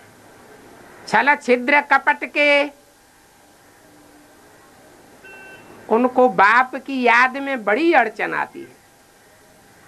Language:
Hindi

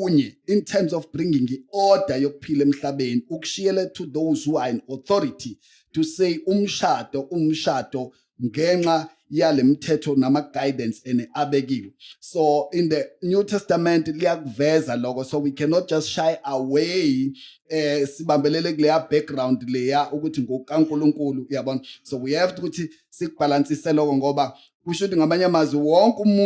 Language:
Zulu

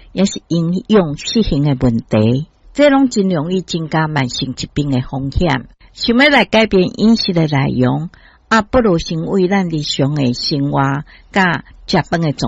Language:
Min Nan Chinese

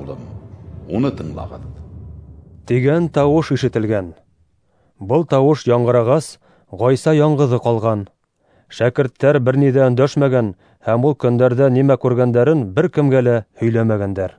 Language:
Bashkir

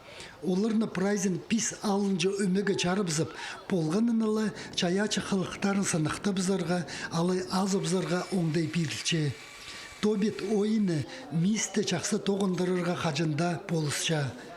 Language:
Khakas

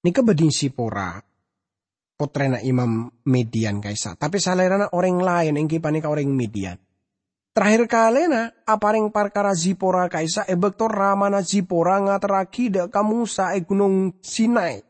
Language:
Madurese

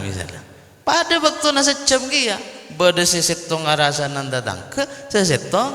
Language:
Madurese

